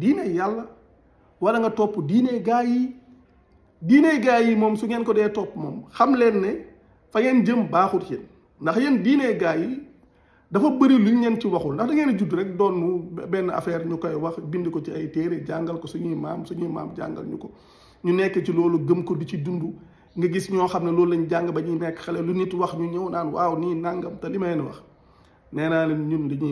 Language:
Wolof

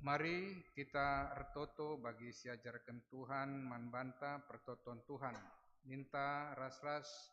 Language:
Batak Karo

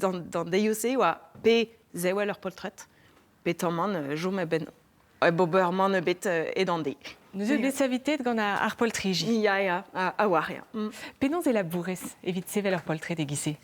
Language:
Breton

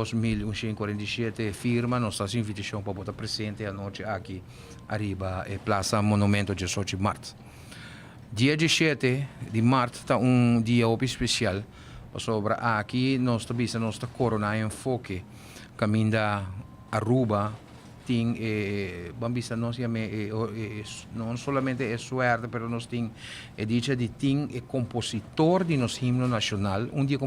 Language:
Papiamento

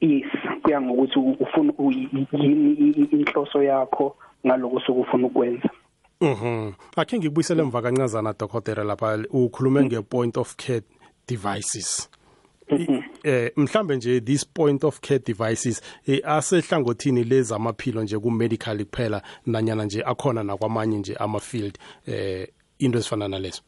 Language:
South Ndebele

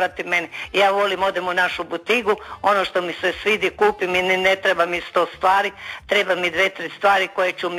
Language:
Croatian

